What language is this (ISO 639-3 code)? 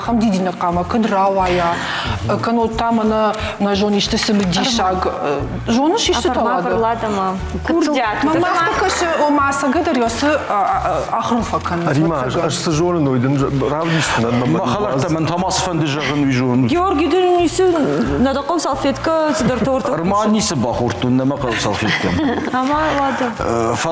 oss